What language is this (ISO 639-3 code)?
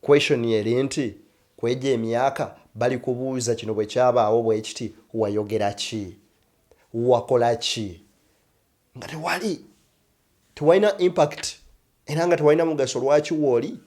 lug